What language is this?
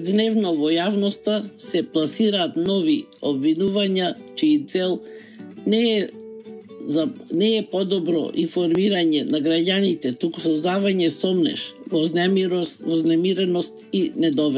Macedonian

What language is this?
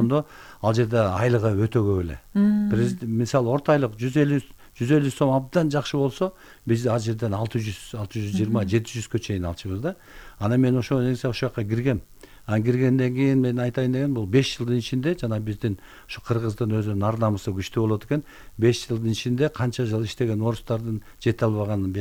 Kyrgyz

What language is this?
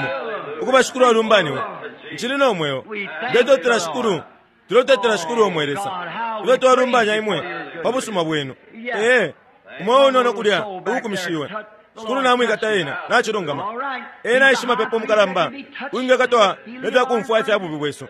Bemba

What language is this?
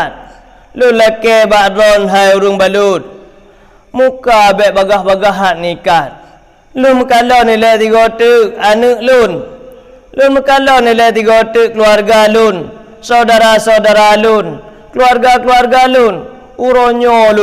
Achinese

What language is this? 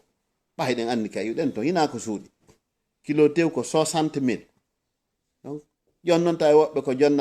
Fula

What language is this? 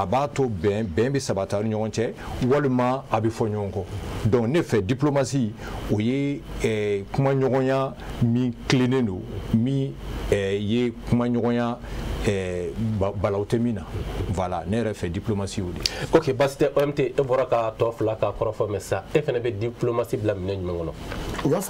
Bambara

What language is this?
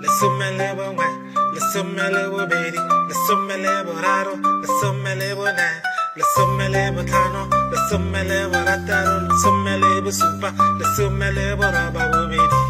Tswana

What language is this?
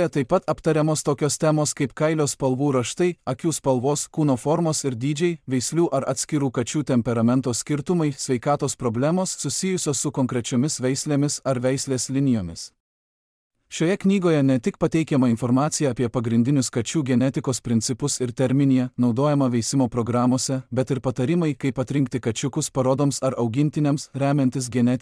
Lithuanian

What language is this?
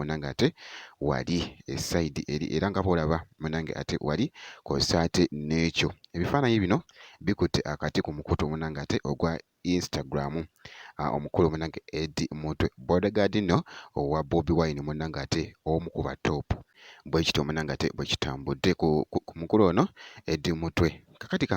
Ganda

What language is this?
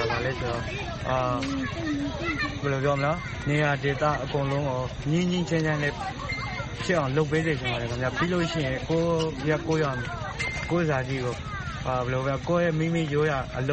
Burmese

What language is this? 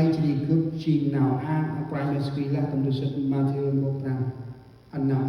Central Mnong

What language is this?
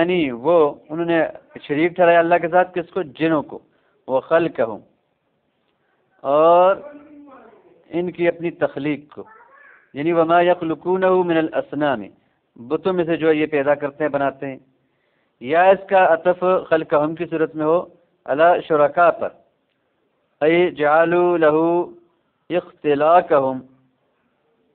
Urdu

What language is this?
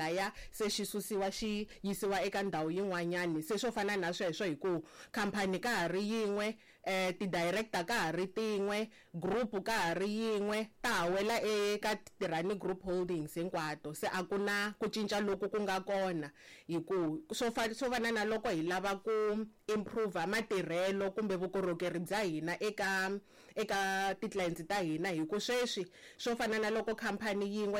Tsonga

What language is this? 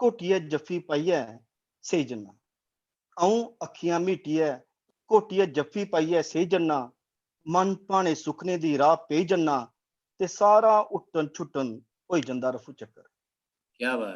Dogri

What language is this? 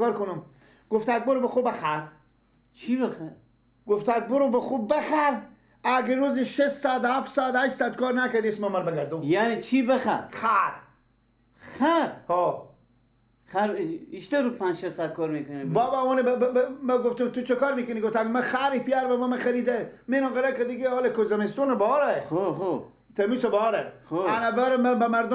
Persian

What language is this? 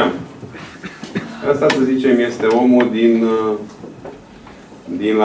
Romanian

